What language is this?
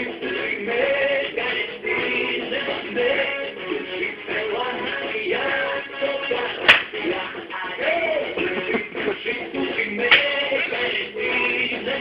Serbian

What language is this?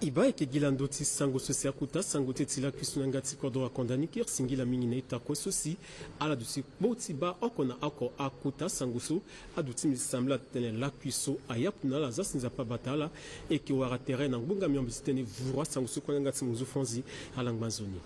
Sango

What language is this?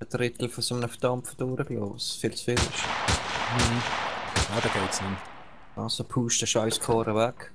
Swiss German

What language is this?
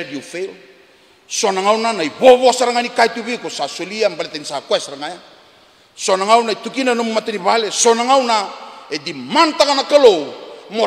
Fijian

